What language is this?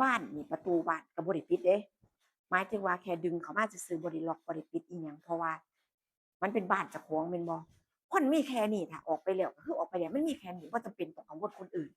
Northeastern Thai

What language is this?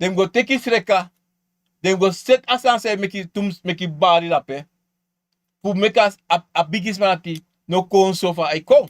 Sranan Tongo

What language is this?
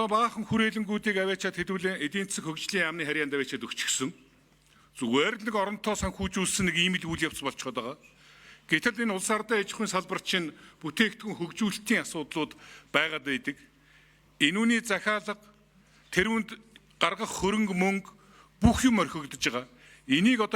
Mongolian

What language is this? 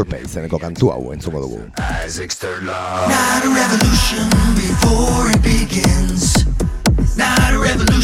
Basque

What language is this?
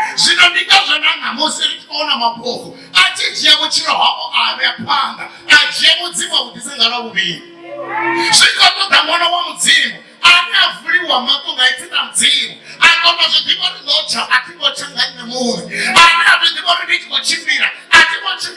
Venda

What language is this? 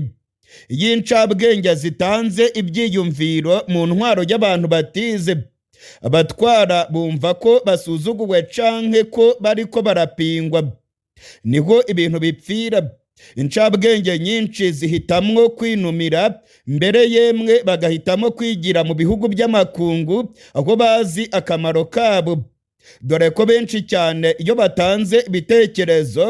Rundi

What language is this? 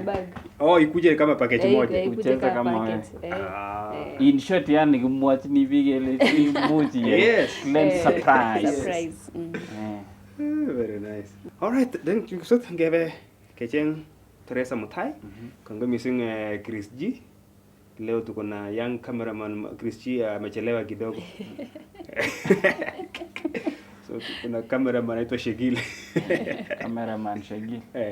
Nandi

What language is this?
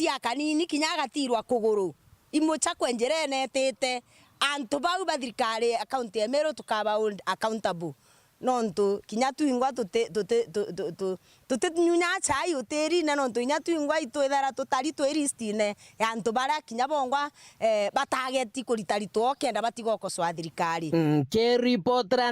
Meru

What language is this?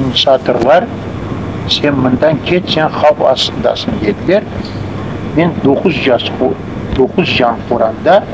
Crimean Tatar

